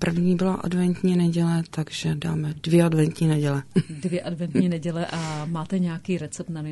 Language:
Czech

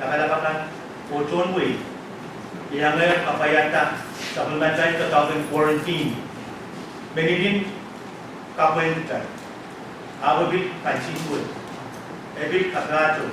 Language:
Pohnpeian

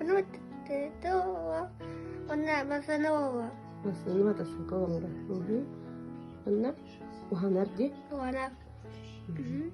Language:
Yakut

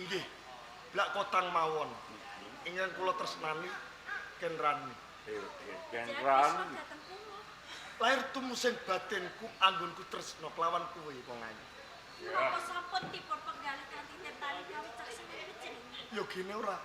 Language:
Javanese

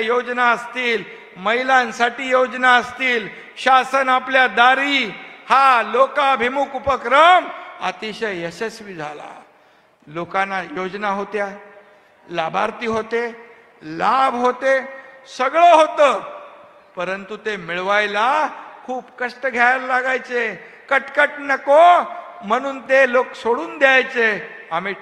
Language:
Marathi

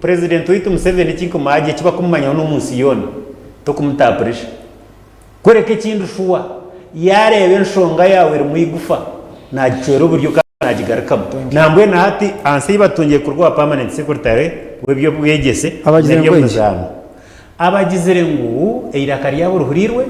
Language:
Nyankole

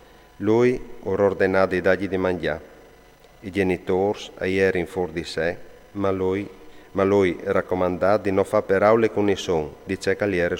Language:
Friulian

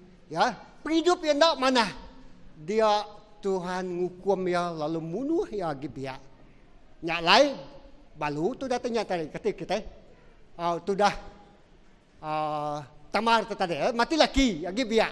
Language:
Iban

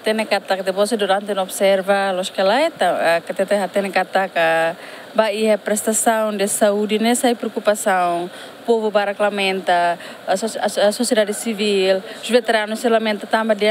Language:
Tetum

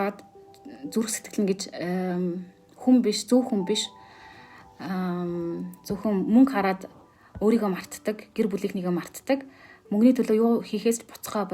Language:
Mongolian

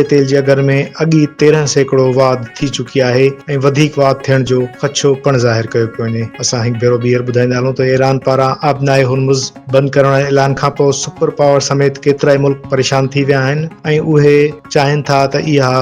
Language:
Sindhi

